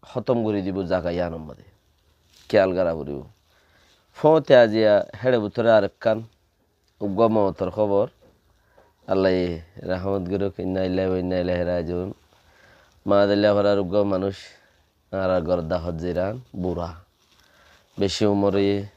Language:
Rohingya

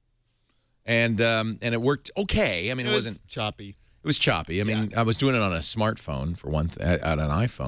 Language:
English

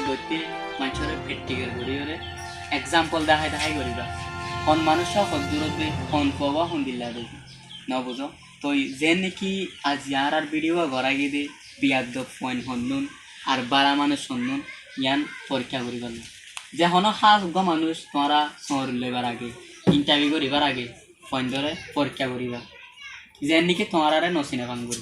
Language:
Rohingya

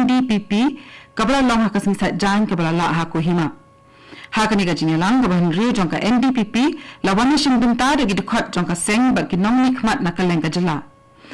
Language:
Khasi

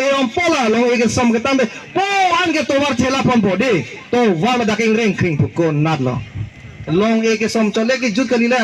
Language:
Karbi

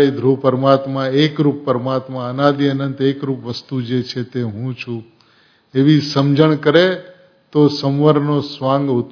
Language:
Gujarati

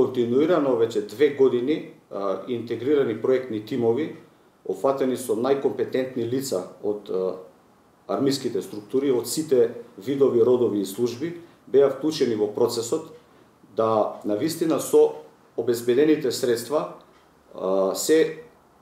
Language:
Macedonian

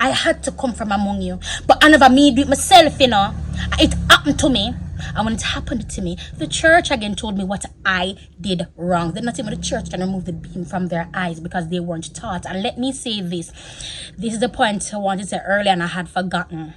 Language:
Jamaican Creole English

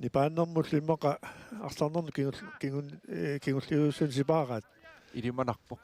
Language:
Kalaallisut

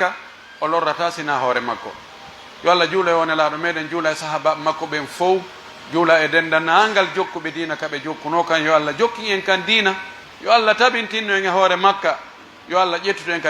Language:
Pular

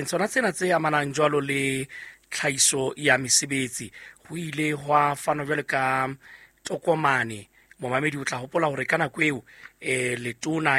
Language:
Southern Sotho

